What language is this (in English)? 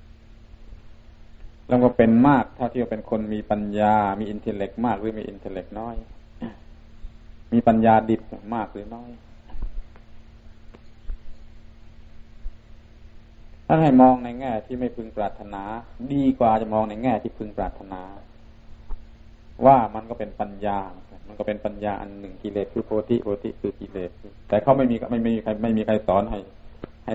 Thai